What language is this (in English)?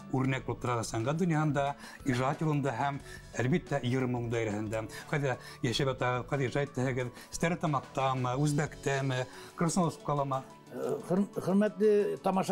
Bashkir